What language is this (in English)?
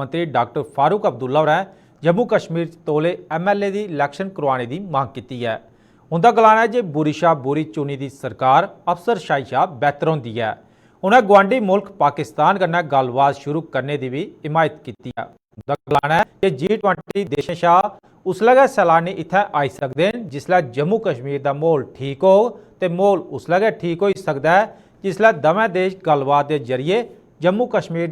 Dogri